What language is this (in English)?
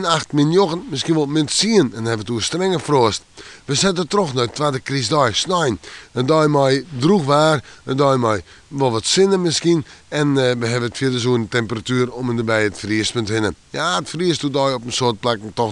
Western Frisian